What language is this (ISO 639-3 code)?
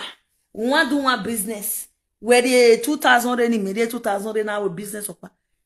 pcm